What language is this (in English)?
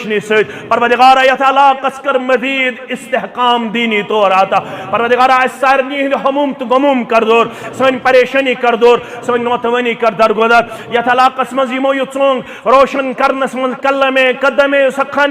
Kashmiri